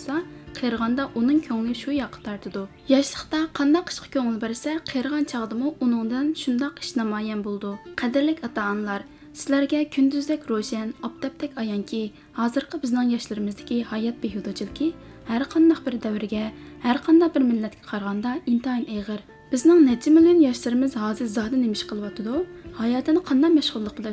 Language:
Uyghur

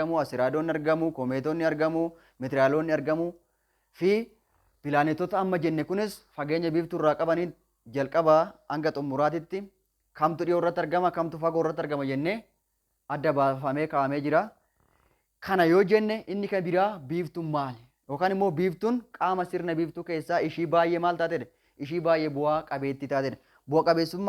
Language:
Oromo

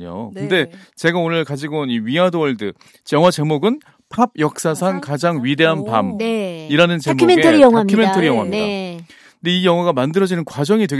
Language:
Korean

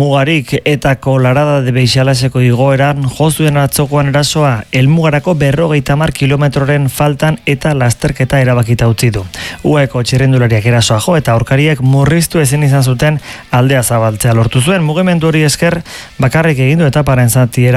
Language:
Basque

